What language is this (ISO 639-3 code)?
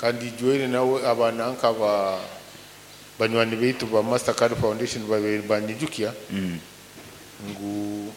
nyo